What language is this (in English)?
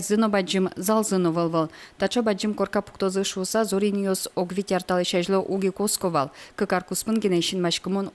Udmurt